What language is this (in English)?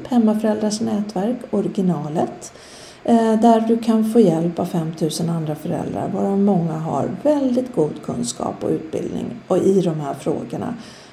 Swedish